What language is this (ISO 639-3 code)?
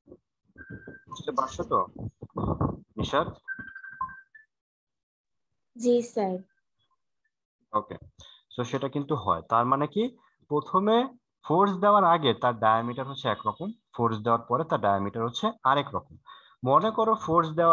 ben